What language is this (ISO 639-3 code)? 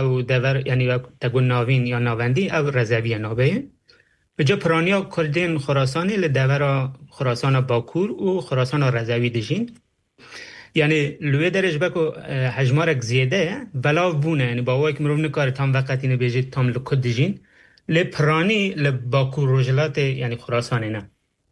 kur